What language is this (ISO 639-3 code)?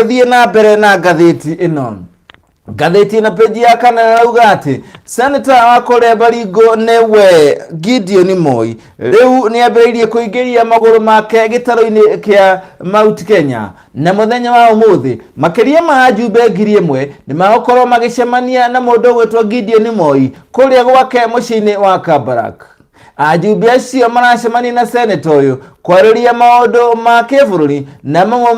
kik